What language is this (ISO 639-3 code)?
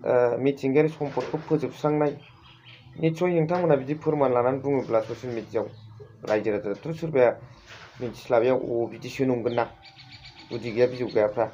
brx